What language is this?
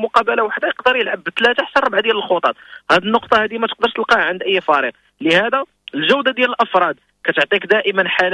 Moroccan Arabic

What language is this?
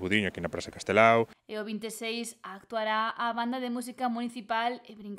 Galician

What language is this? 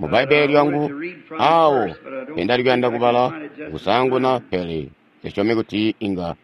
Tonga (Zambia)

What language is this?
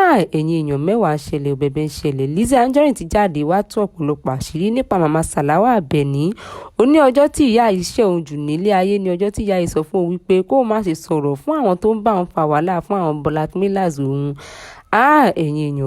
Yoruba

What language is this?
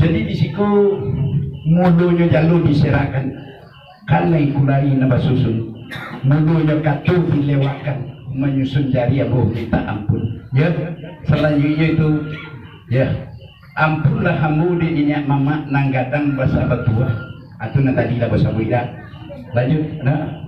Minangkabau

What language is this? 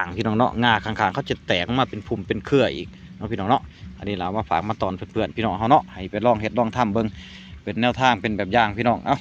Lao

